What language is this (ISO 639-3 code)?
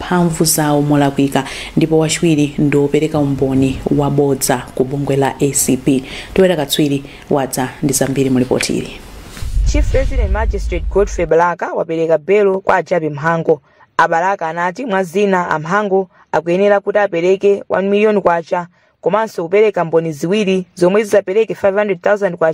nya